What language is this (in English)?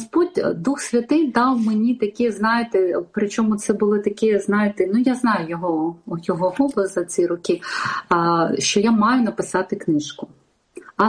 Ukrainian